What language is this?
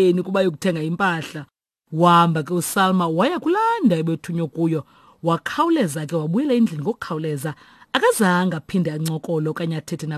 Xhosa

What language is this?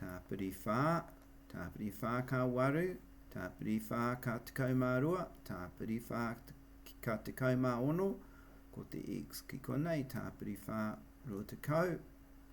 Māori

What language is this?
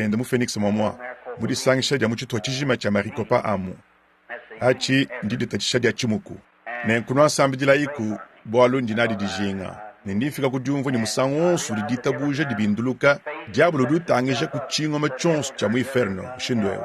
Luba-Lulua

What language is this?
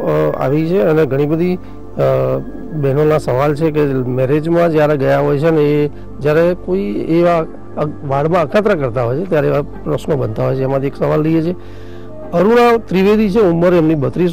Gujarati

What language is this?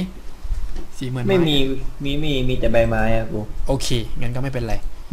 Thai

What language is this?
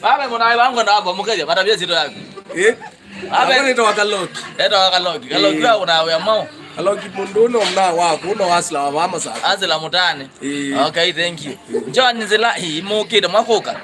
Kamba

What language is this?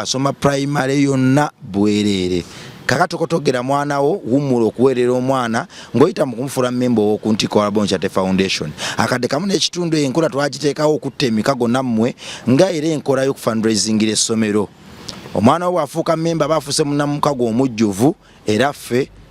Ganda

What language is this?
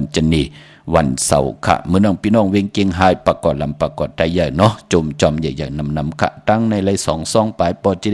Shan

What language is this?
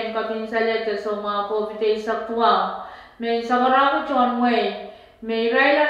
Pohnpeian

